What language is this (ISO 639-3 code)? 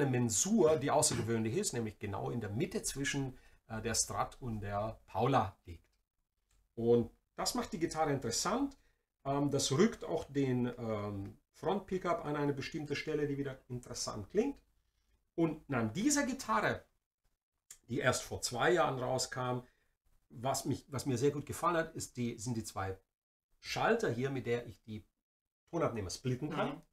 deu